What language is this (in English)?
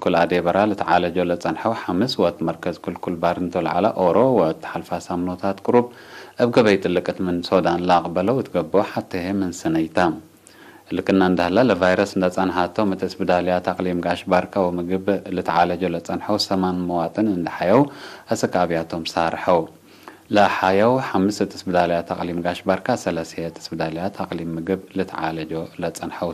Tigre